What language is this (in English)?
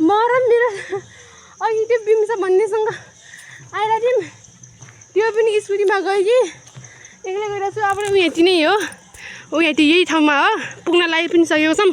Nepali